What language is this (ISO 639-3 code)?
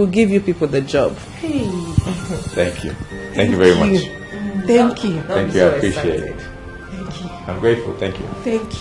pcm